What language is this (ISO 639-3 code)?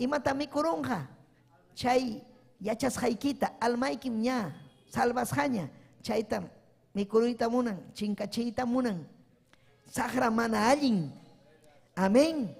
quy